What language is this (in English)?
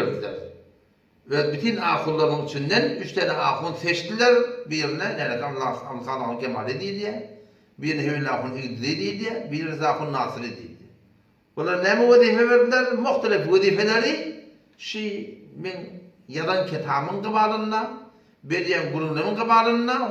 Turkmen